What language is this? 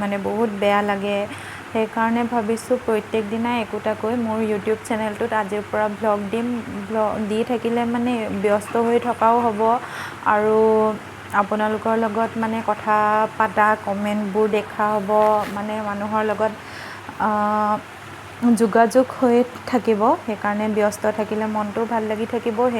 Assamese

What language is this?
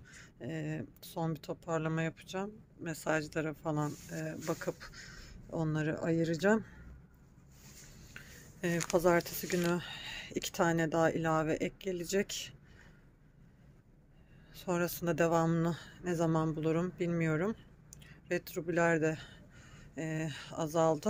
Turkish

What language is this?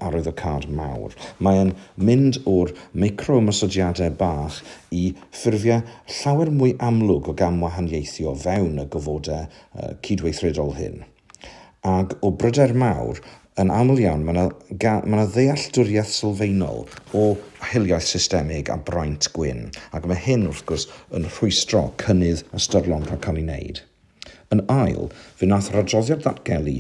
Welsh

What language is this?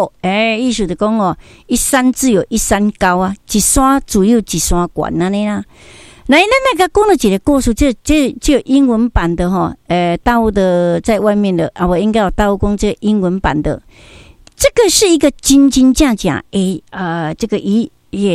Min Nan Chinese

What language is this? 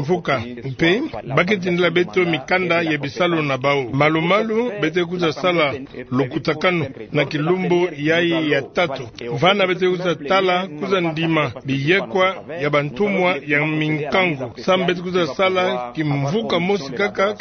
Kituba (Democratic Republic of Congo)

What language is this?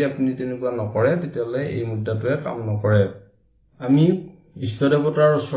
Assamese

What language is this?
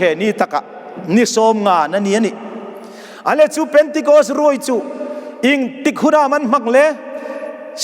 Hmar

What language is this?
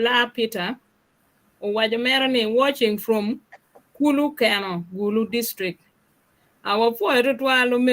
Acoli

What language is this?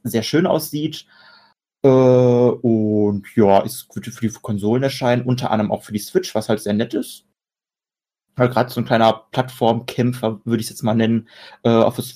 German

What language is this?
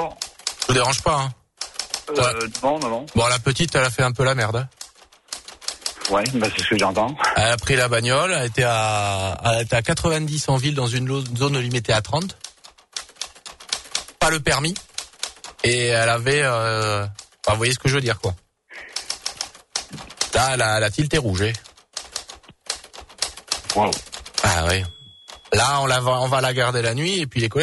French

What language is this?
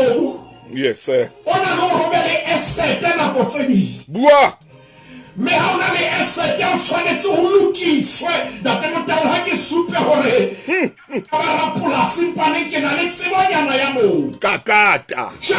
Southern Sotho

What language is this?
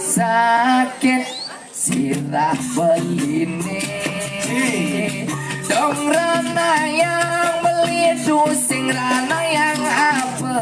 Balinese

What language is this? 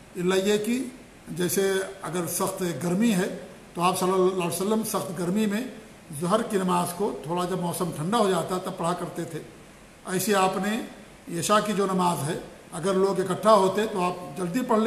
Urdu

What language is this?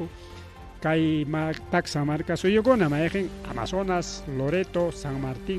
Ayacucho Quechua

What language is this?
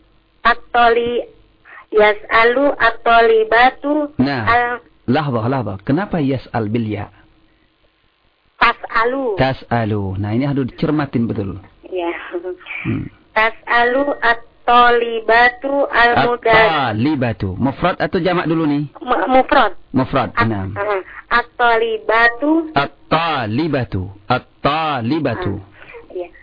Indonesian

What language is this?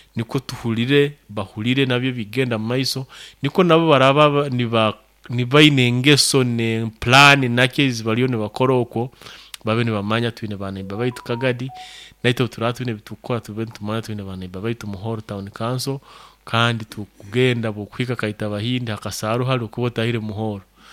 Nyoro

